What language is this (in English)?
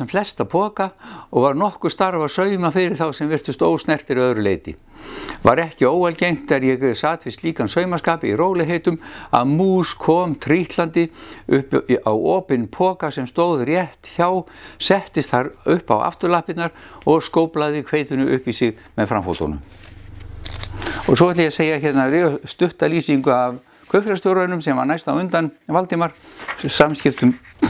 Icelandic